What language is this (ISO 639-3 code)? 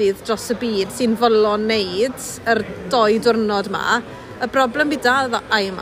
cym